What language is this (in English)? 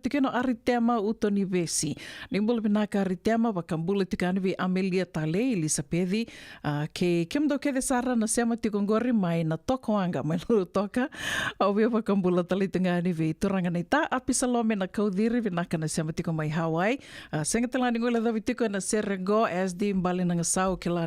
Fijian